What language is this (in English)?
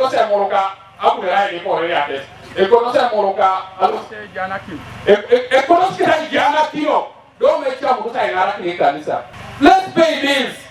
Teso